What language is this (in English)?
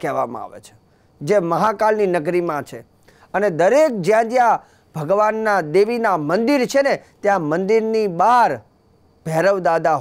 Gujarati